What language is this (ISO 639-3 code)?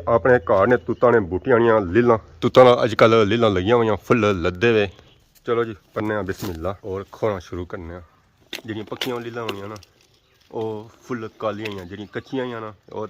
phr